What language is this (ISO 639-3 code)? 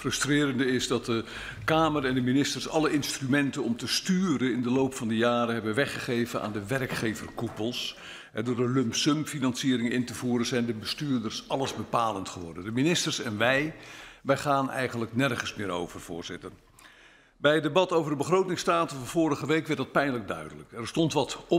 nld